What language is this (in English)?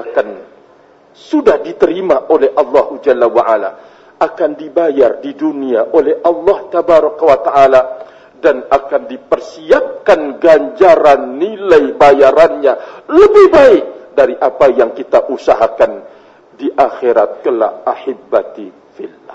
Indonesian